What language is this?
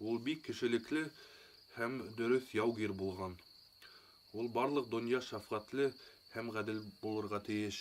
Bashkir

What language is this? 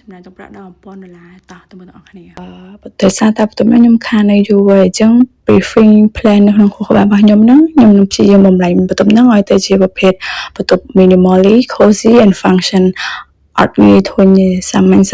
Khmer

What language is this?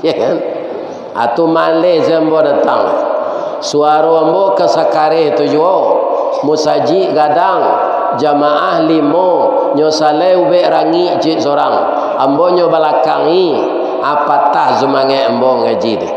Minangkabau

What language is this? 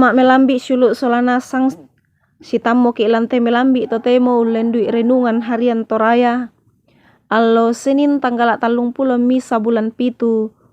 Toraja-Sa'dan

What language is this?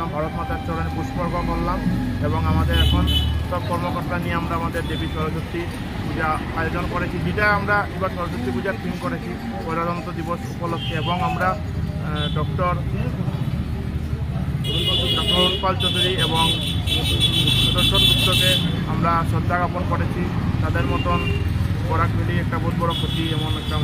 Bangla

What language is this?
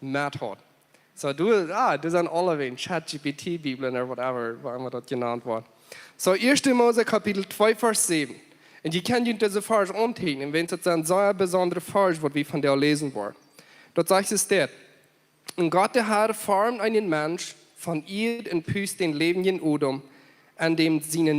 Plautdietsch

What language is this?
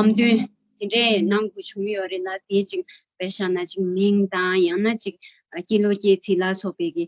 Tibetan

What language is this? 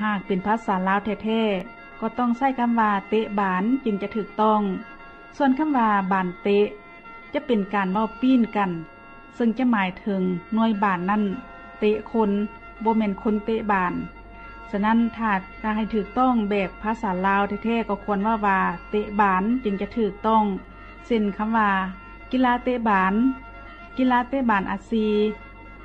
Lao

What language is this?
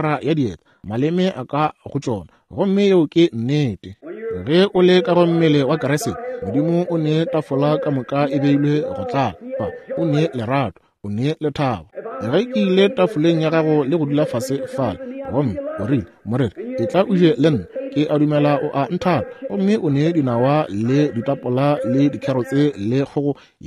Northern Sotho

